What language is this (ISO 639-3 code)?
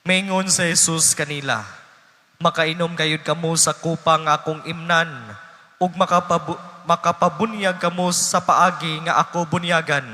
ceb